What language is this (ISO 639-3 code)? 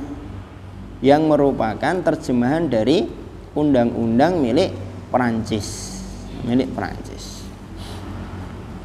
ind